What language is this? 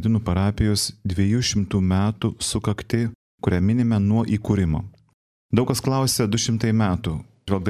Lithuanian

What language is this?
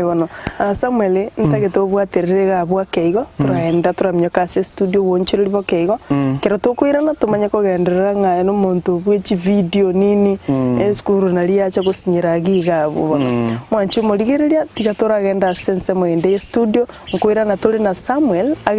Gusii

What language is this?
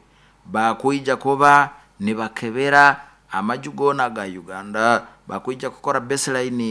Nyoro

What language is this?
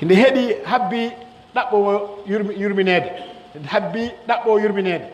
Pular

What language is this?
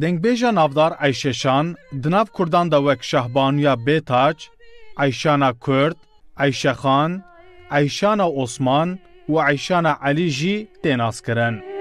Kurdish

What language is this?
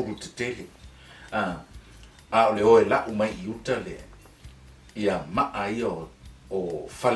Samoan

